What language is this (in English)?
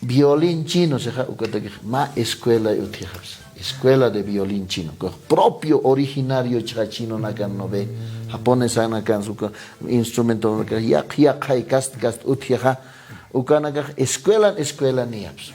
Aymara